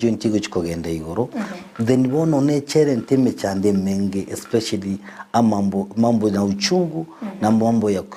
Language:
Gusii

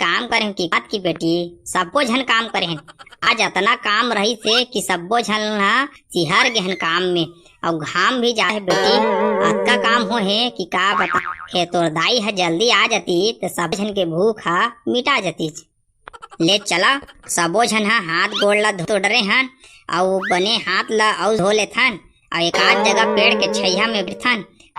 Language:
Chhattisgarhi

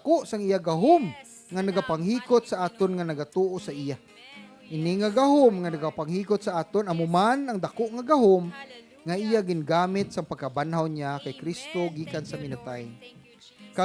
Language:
Hiligaynon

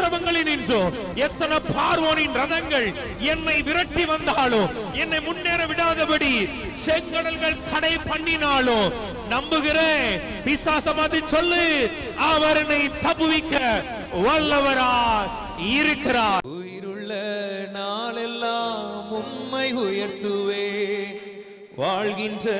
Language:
Tamil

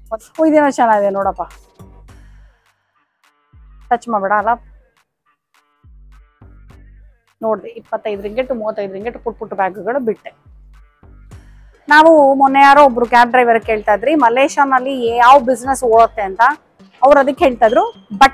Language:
Kannada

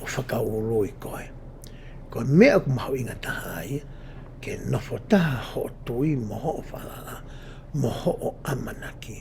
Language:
Tongan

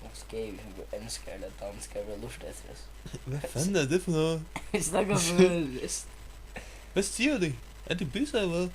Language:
Faroese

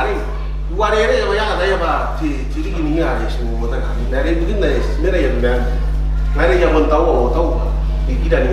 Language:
Gilbertese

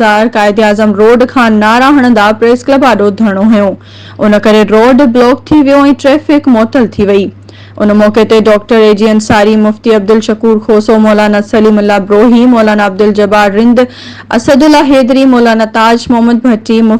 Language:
Sindhi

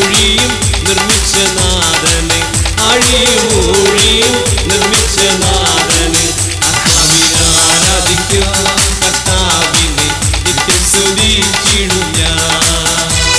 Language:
Malayalam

